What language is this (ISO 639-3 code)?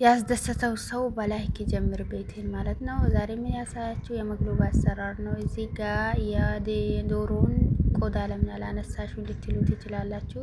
amh